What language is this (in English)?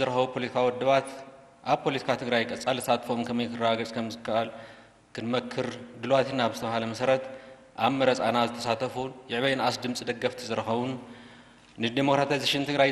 Tigrinya